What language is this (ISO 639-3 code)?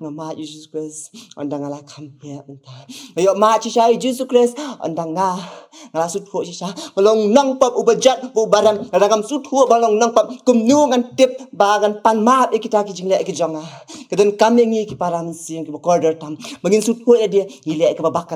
kha